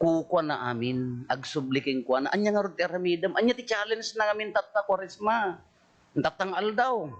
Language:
Iloko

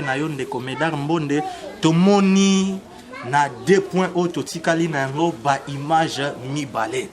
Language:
Lingala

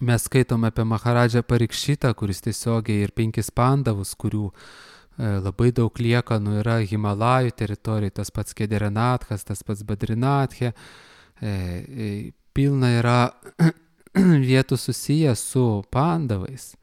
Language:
Lithuanian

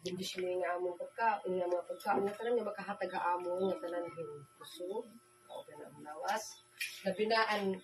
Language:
Waray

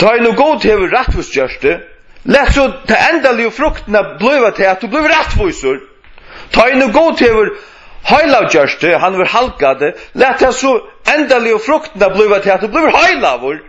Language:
Faroese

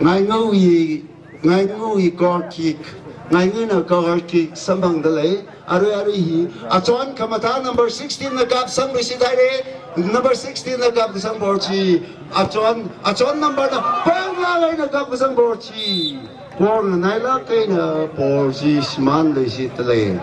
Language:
Tangkhul Naga (India)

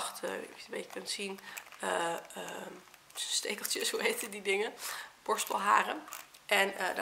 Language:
Dutch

